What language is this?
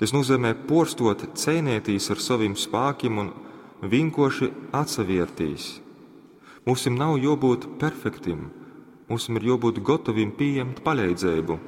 Latgalian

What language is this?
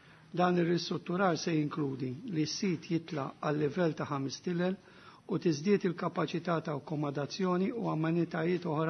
Maltese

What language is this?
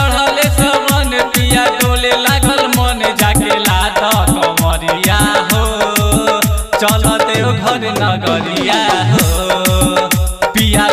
Bhojpuri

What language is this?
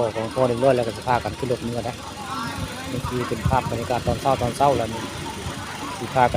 Northeastern Thai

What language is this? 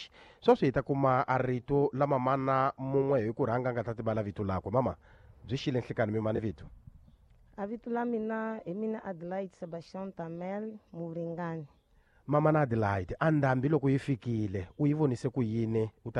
Tsonga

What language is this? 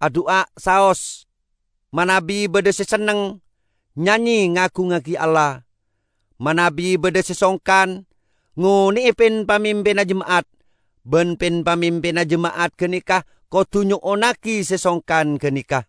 Madurese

